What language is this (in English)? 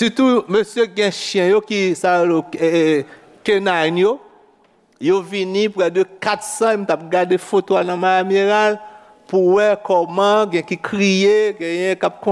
Haitian Creole